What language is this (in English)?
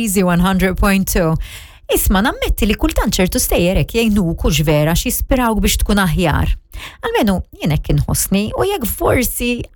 Maltese